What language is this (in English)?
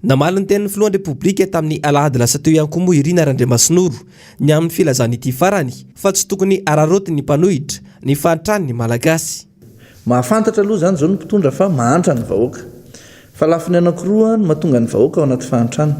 Malagasy